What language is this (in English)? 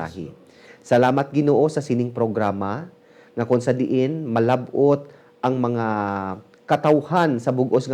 Hiligaynon